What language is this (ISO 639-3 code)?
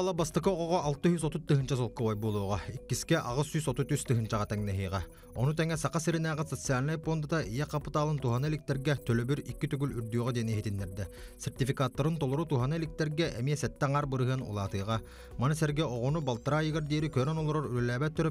sah